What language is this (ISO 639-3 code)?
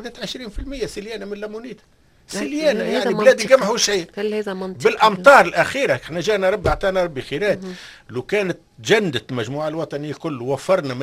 aeb